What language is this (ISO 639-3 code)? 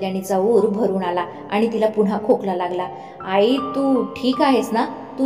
mar